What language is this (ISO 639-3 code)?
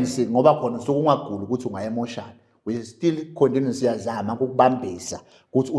zul